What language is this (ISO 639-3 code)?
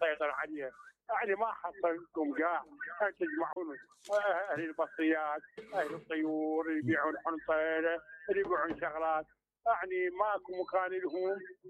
acm